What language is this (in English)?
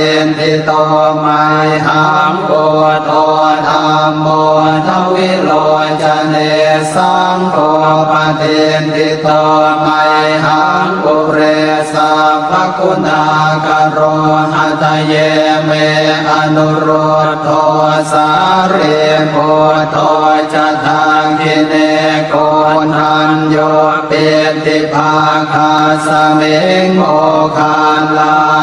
Pali